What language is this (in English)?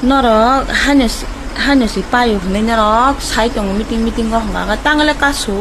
Kok Borok